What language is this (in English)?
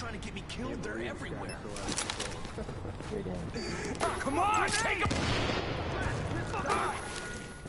English